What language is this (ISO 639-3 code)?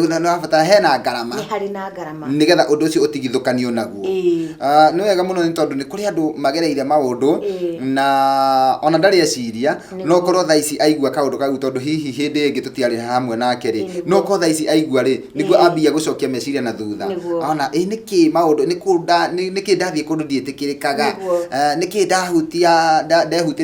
kik